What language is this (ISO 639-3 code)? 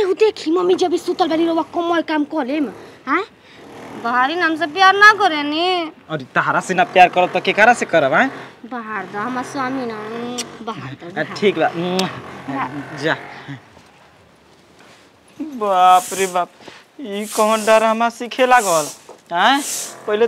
bho